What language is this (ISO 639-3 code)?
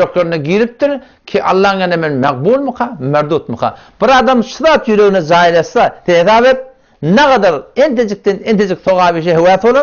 tuk